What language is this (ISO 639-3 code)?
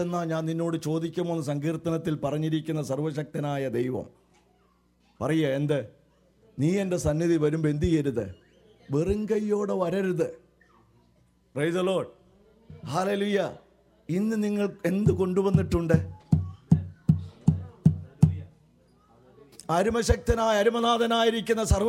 mal